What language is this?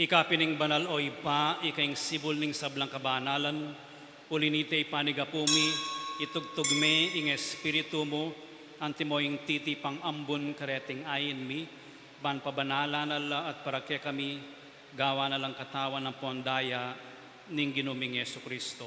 Pampanga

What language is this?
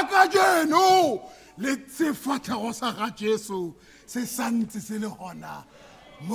Tswana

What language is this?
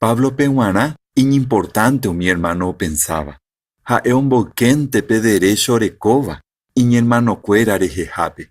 Guarani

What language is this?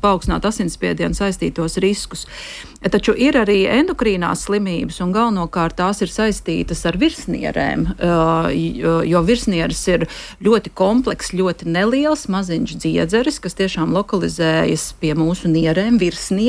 Latvian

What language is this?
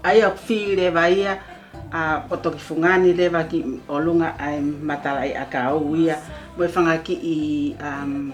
Tongan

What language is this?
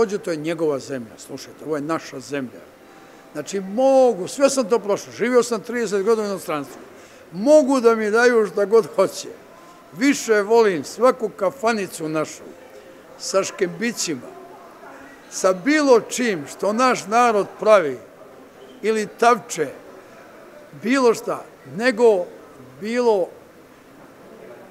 Serbian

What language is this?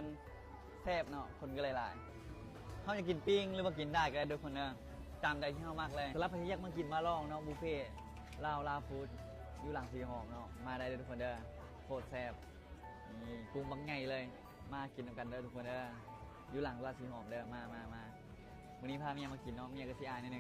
Lao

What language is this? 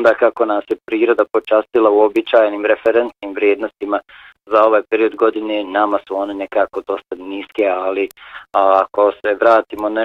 Bosnian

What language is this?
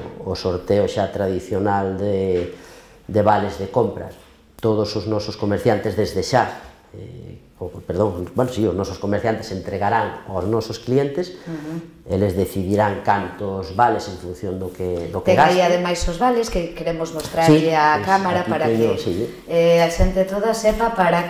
Galician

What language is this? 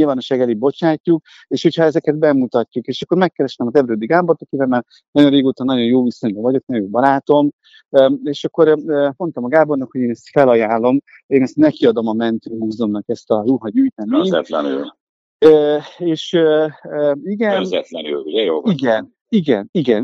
Hungarian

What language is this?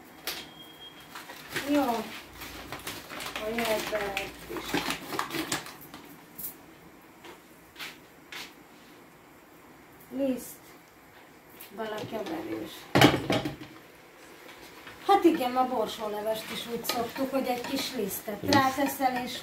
Hungarian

